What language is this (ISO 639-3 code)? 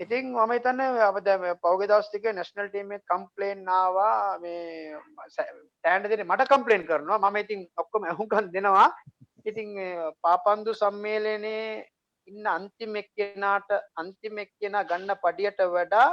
sin